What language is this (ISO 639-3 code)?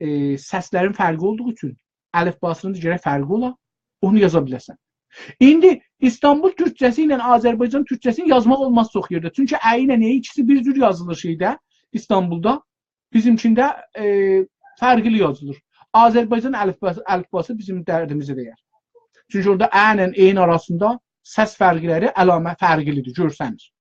azb